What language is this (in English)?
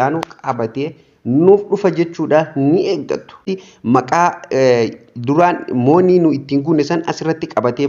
Oromo